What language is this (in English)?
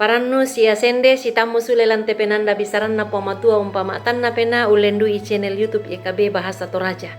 Toraja-Sa'dan